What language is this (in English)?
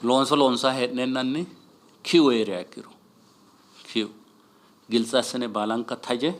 Sidamo